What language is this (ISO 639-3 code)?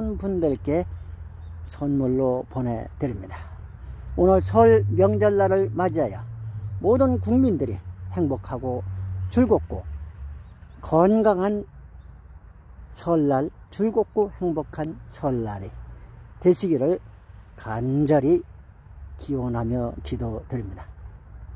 kor